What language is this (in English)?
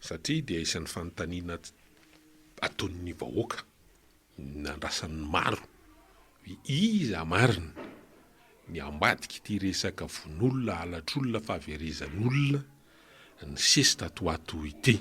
Malagasy